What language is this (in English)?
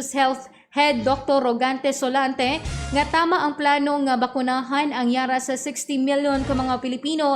Hiligaynon